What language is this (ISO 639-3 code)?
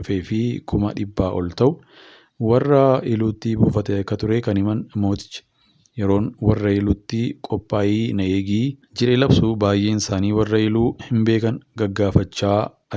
orm